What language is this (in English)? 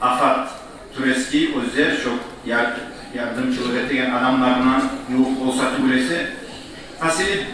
Kumyk